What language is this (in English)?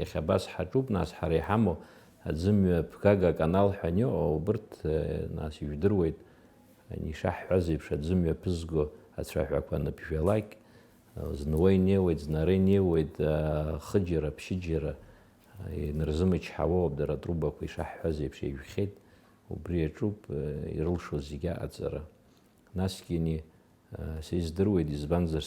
Abkhazian